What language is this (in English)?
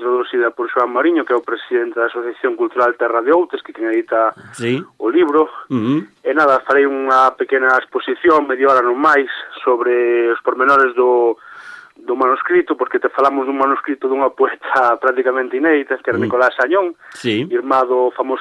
Galician